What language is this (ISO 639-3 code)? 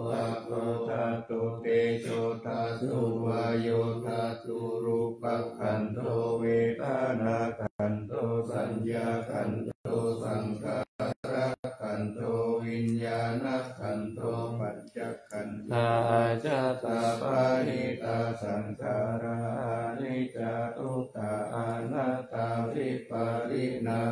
pli